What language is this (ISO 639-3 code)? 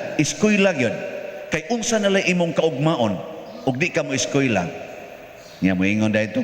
ceb